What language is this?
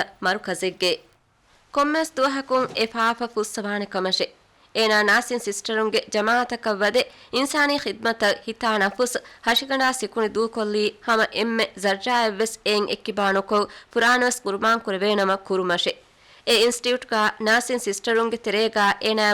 Divehi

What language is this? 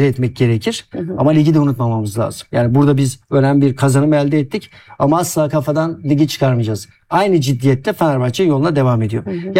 Turkish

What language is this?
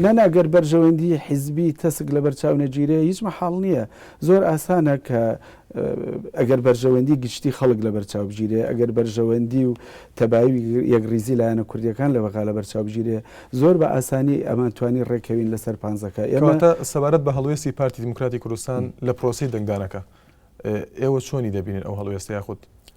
Central Kurdish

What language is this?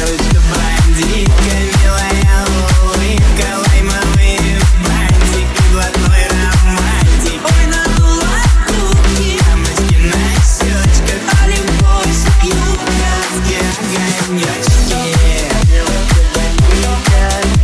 Russian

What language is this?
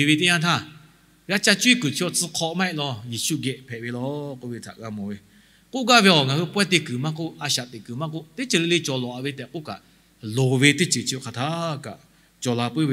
Lahu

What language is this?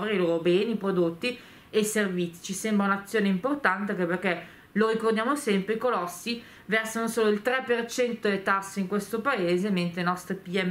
Italian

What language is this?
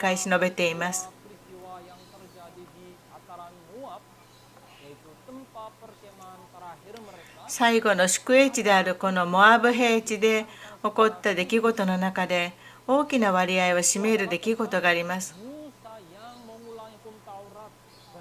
Japanese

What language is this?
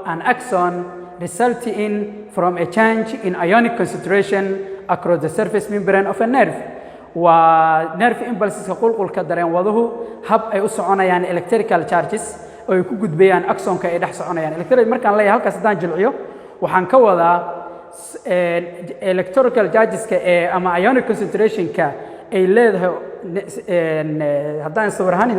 Somali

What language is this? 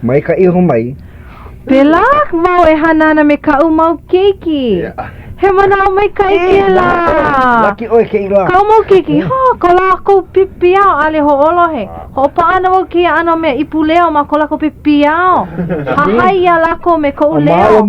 Hawaiian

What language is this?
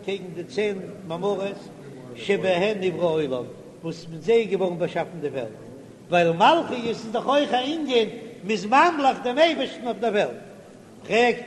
Yiddish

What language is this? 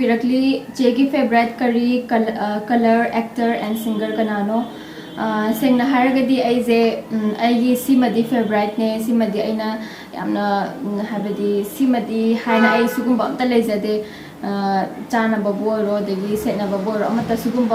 Manipuri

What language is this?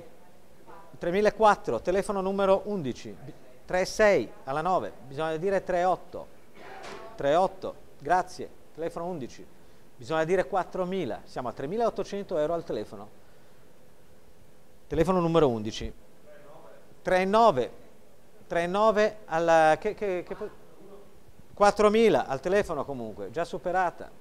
Italian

